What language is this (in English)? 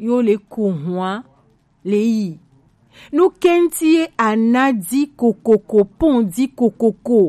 Gen